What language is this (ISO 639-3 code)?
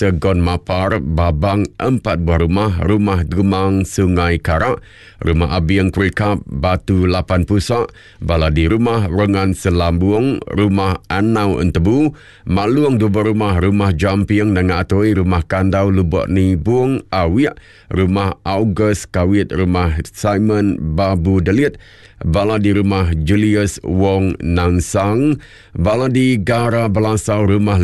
iba